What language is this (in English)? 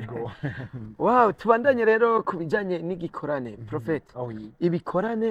Rundi